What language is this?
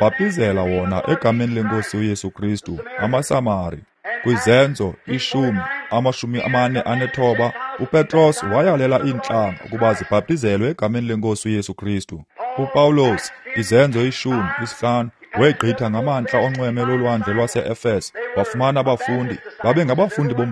Xhosa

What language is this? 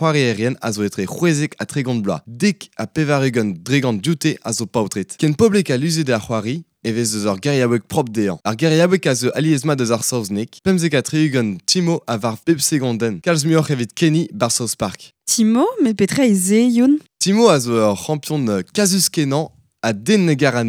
Breton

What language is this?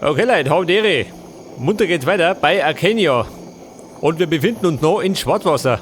Bavarian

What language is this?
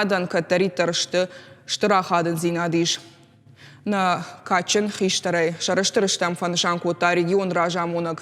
Ossetic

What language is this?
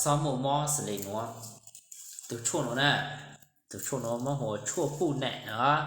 Hmong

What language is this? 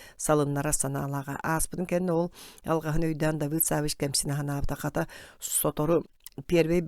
Yakut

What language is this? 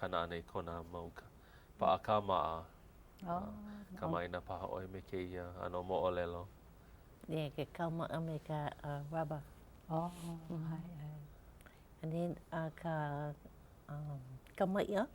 Hawaiian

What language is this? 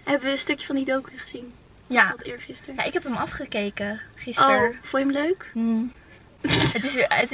Dutch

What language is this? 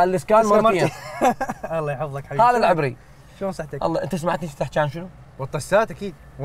Mesopotamian Arabic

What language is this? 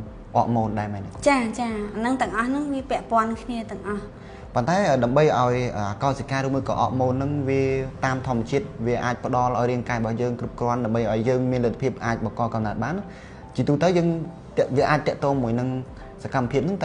Khmer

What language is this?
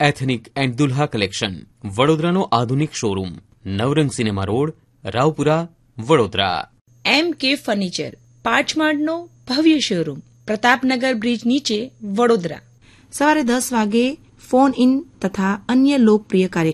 Gujarati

